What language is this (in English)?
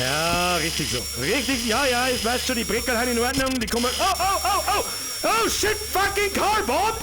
Bavarian